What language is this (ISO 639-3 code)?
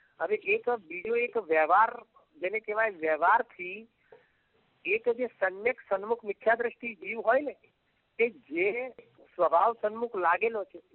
guj